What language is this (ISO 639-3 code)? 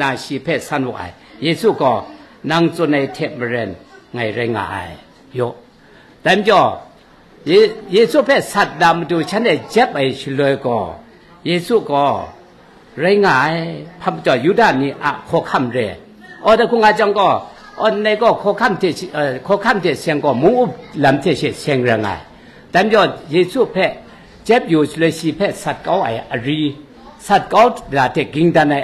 kac